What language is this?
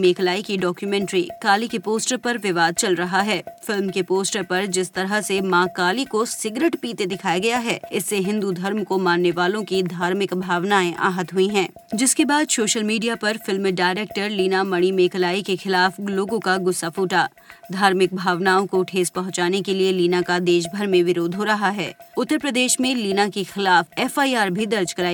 Hindi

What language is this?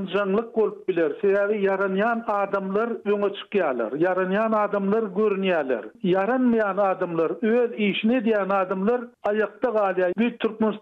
Turkmen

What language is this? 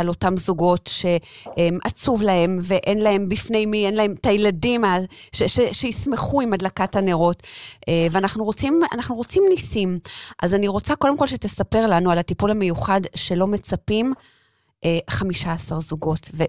Hebrew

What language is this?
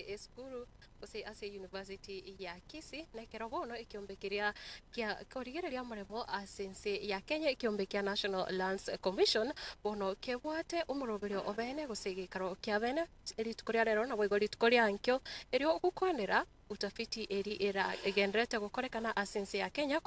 Gusii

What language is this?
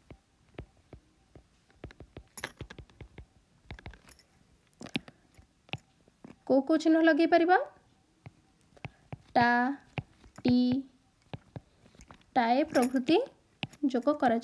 Odia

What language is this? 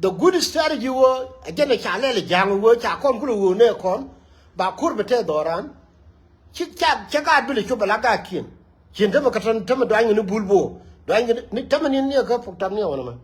Nuer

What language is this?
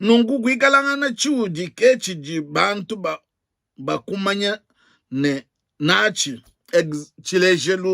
Luba-Lulua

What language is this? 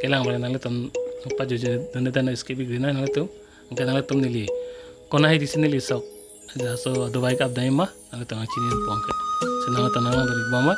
Karbi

